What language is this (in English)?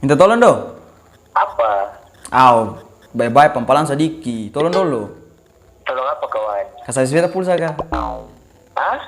Ambonese Malay